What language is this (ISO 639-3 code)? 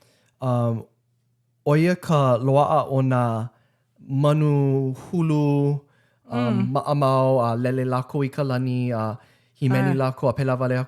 haw